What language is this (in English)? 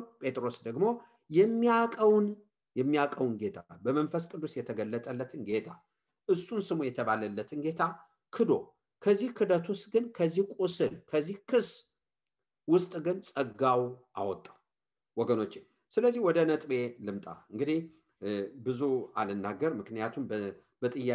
Amharic